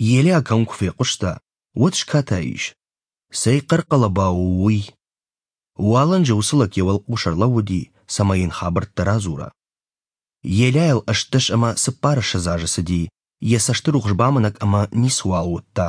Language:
Ossetic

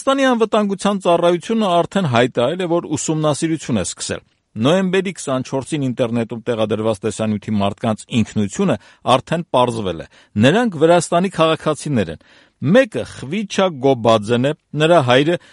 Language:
Armenian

